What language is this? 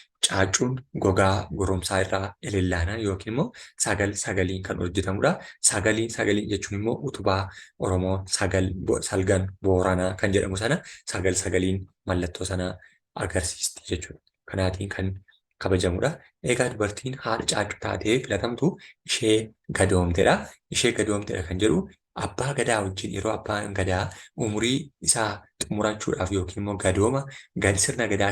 Oromo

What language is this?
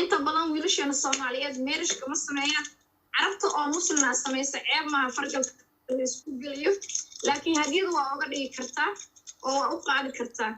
Somali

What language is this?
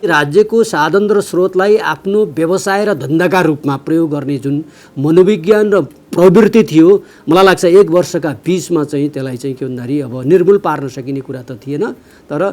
Nepali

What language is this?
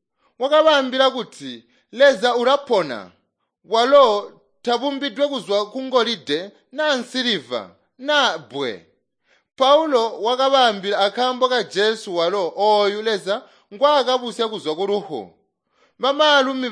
Tonga (Zambia)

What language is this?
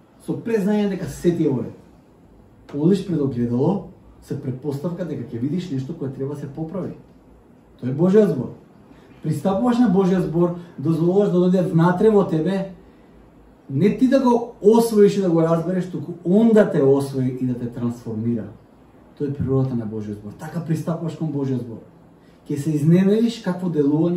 Macedonian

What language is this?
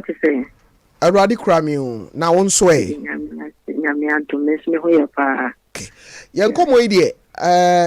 Akan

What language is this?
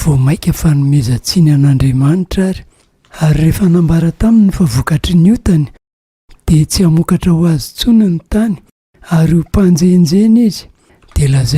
Malagasy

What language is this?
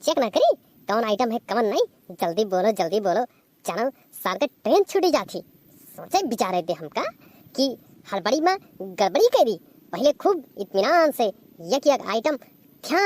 Awadhi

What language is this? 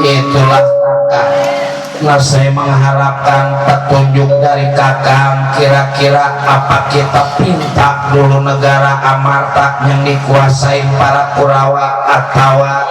Betawi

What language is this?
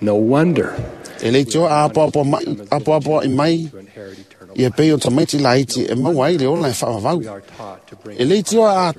Samoan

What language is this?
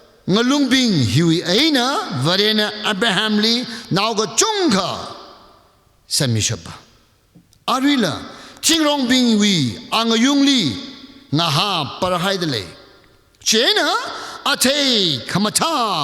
Tangkhul Naga (India)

